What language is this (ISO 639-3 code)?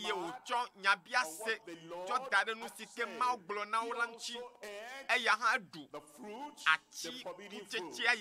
ewe